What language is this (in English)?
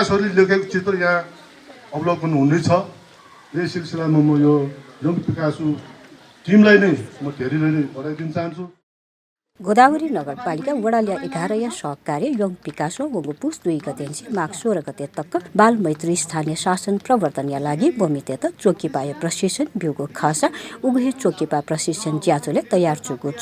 Newari